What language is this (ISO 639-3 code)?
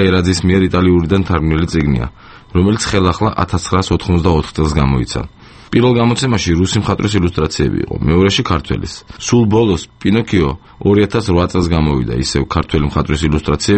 kat